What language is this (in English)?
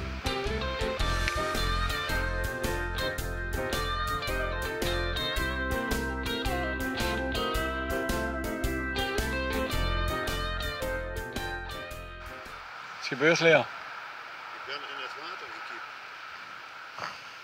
Dutch